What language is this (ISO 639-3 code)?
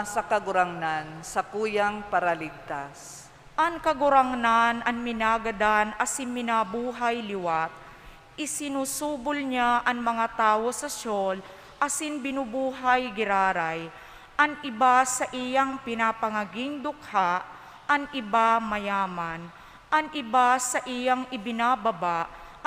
bik